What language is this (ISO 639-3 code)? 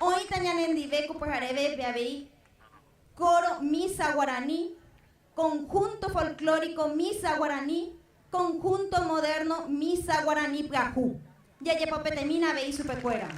grn